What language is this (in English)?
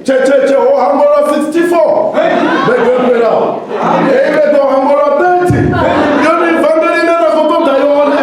Venda